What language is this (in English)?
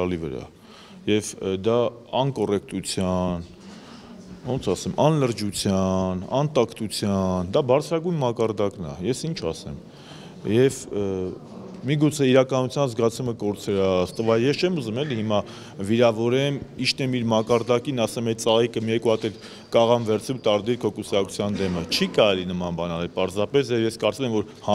Armenian